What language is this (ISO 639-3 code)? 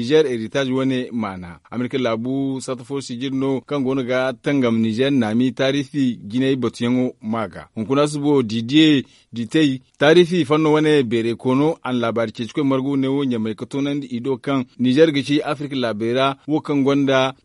dje